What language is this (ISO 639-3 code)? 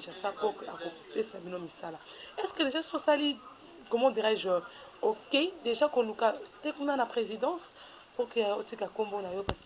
lin